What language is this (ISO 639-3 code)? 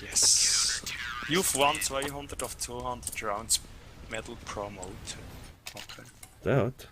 gsw